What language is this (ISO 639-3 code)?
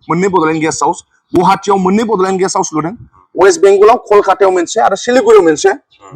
brx